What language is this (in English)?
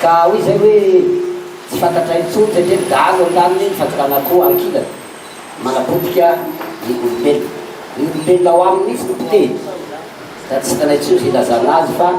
Malagasy